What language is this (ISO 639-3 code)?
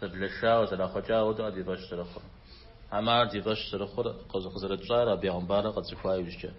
kbd